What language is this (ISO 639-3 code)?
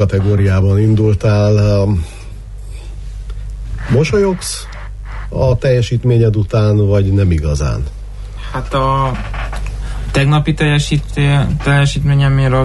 hun